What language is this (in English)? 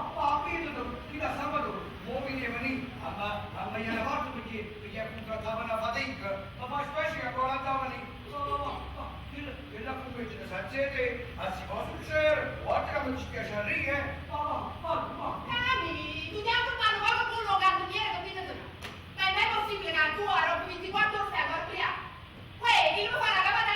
Neapolitan